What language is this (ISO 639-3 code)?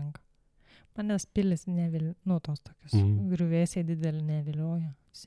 lit